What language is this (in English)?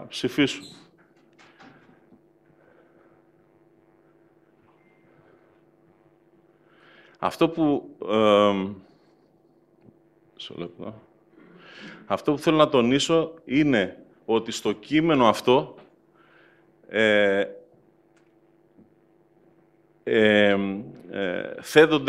Greek